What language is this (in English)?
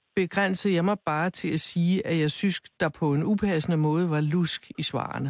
Danish